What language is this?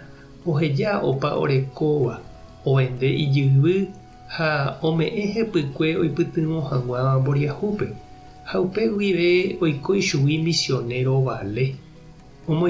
Guarani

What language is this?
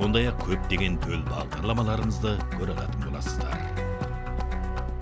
Kazakh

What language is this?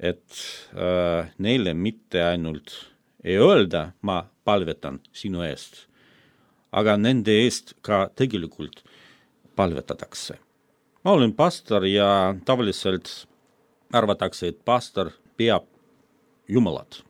Estonian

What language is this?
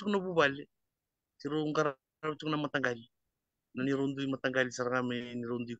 Fijian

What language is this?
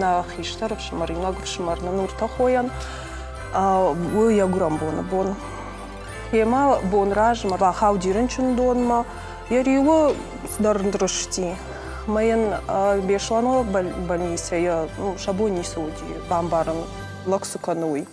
Ossetic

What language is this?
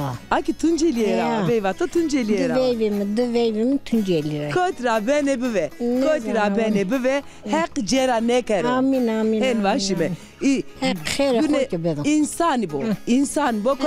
Zaza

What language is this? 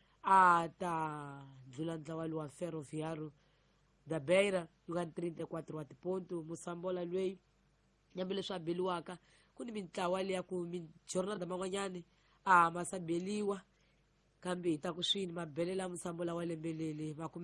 Tsonga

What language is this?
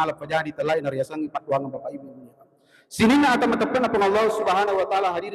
Buginese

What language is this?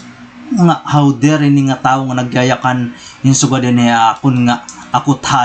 Waray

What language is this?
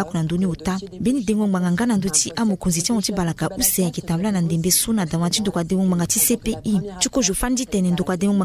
Sango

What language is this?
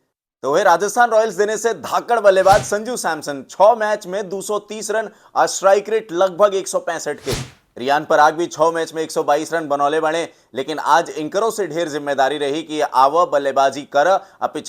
Bhojpuri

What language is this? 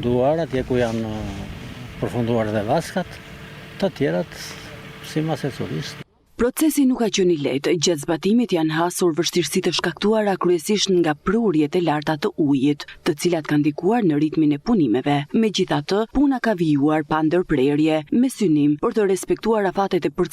Albanian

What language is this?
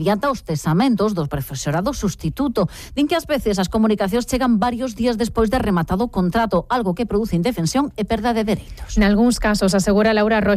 Galician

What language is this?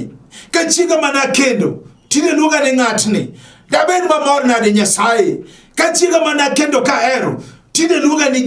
Luo (Kenya and Tanzania)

